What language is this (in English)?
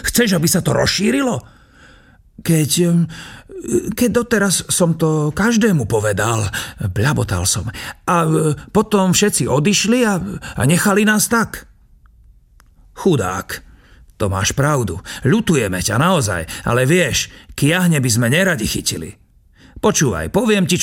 Slovak